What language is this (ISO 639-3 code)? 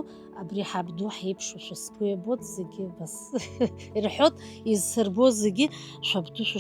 abk